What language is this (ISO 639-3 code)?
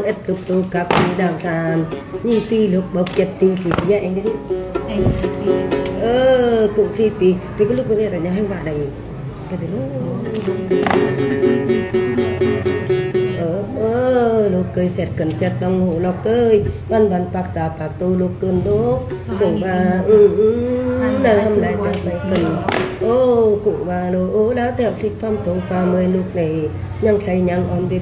vie